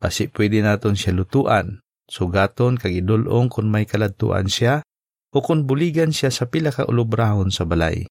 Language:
Hiligaynon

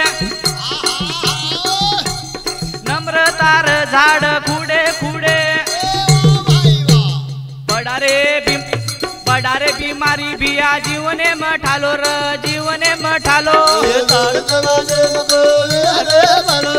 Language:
Lambadi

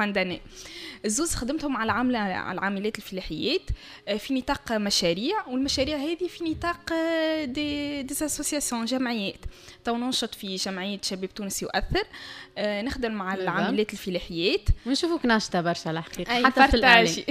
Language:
Tunisian Arabic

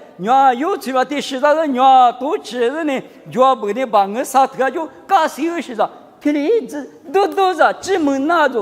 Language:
Lisu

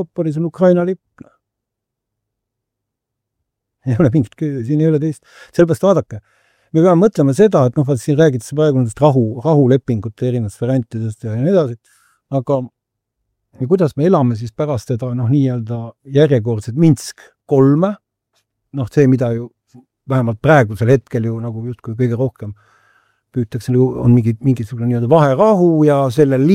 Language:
Estonian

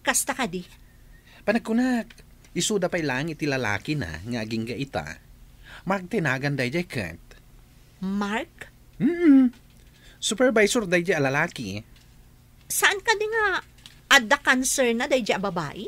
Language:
Iloko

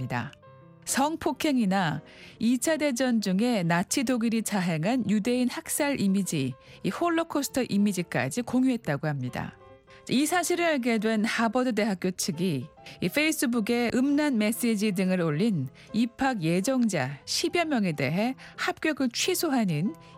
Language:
Korean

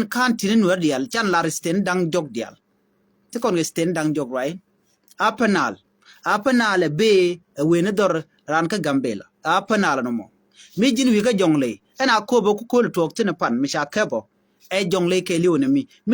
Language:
Nuer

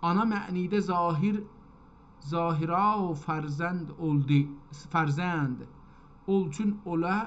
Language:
South Azerbaijani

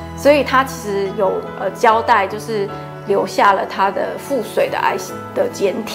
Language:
Chinese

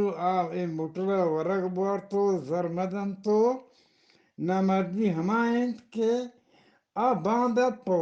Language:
Eastern Balochi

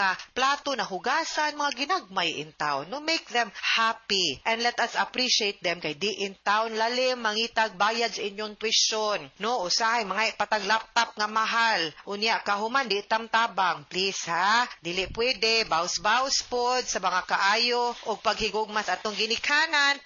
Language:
Cebuano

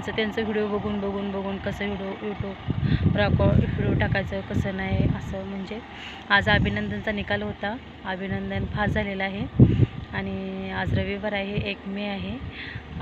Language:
Marathi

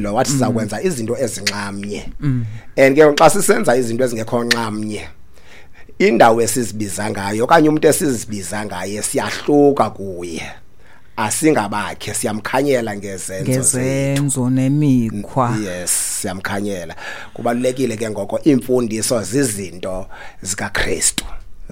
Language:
Xhosa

